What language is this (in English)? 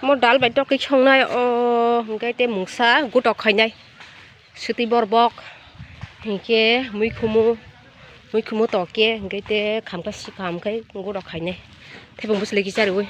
Kok Borok